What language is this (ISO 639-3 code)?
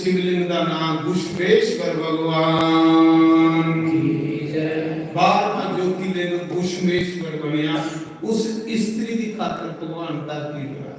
doi